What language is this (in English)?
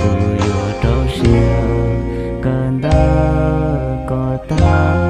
Hmong